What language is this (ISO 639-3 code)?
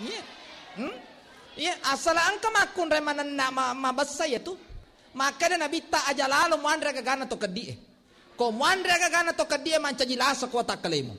bug